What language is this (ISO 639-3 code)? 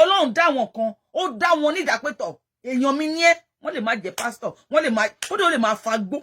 yor